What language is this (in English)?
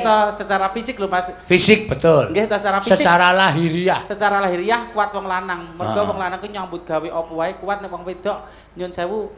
Javanese